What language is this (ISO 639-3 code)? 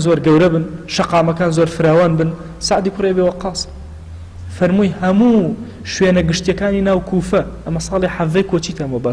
ckb